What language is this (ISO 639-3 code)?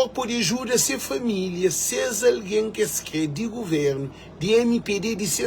kea